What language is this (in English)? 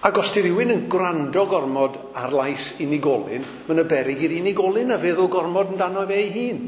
Welsh